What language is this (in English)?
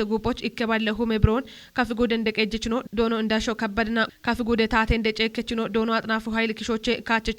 Kafa